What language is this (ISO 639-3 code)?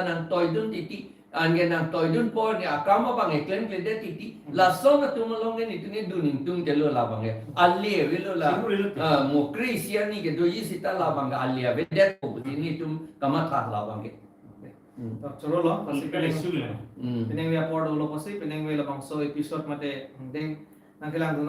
mjw